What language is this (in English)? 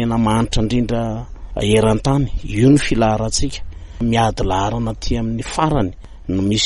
Malagasy